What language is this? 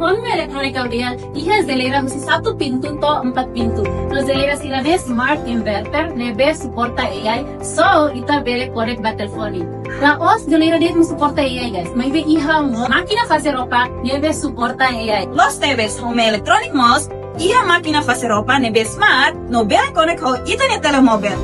Tetum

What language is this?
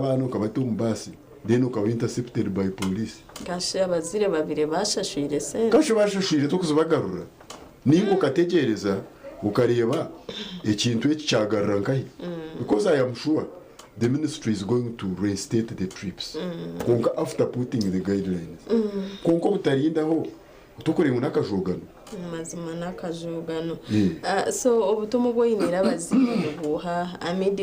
Nyankole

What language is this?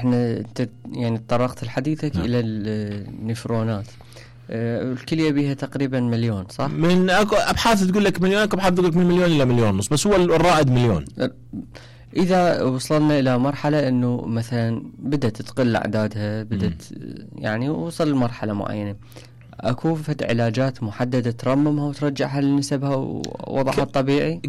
Mesopotamian Arabic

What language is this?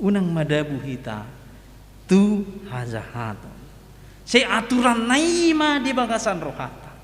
Batak Toba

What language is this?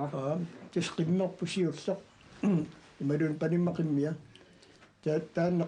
Kalaallisut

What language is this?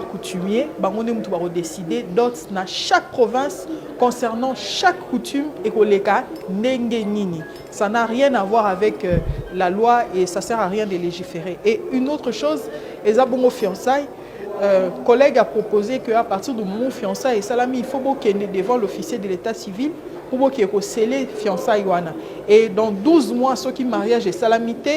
Lingala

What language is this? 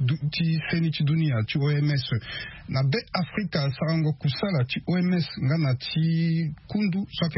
Sango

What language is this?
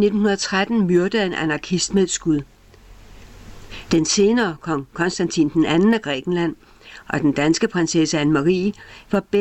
Danish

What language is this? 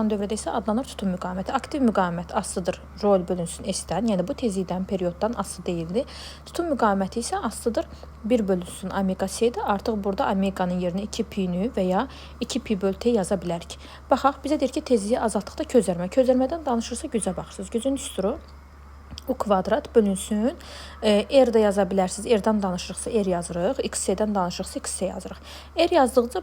Azerbaijani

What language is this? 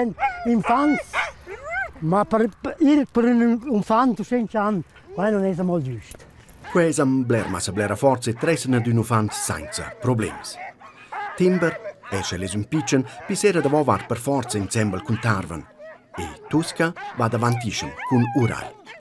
Romansh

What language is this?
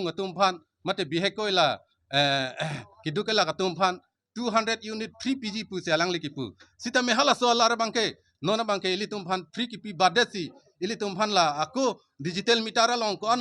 Karbi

